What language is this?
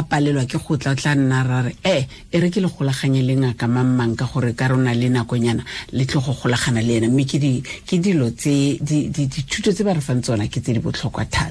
Tswana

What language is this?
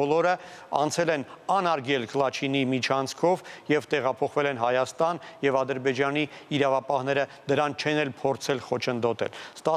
Armenian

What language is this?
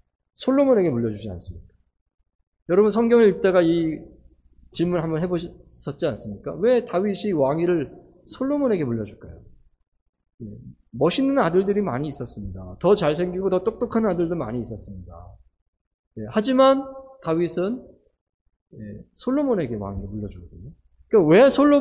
Korean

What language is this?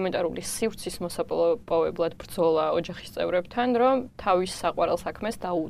Georgian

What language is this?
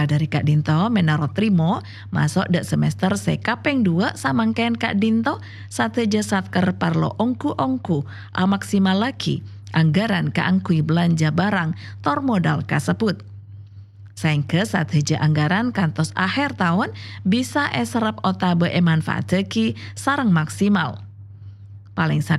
Madurese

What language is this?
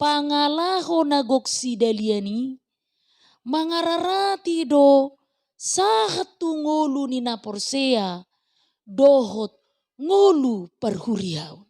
Batak Toba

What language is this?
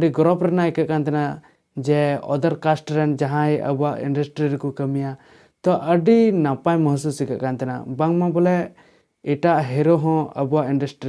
Santali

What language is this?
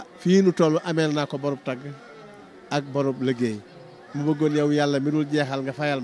Wolof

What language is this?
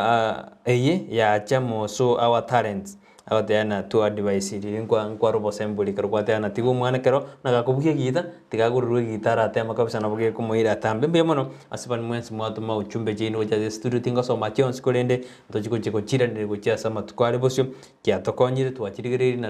Gusii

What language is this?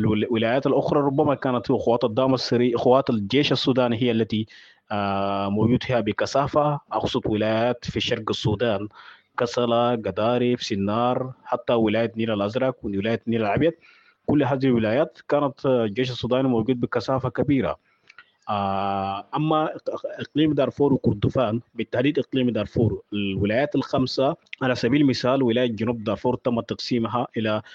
Sudanese Arabic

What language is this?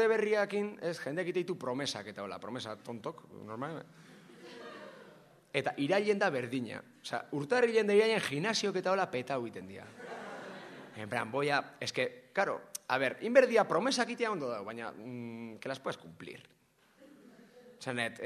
Basque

